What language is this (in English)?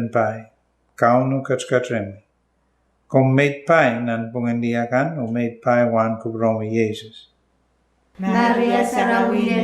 Pohnpeian